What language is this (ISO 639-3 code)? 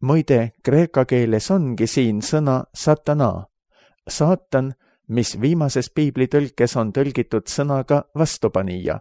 est